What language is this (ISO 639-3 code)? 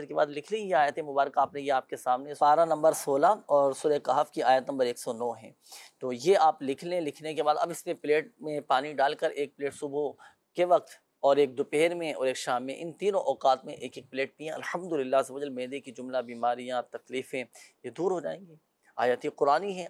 urd